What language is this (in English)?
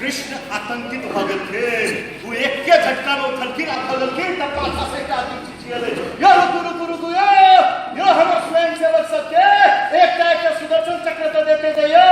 Maithili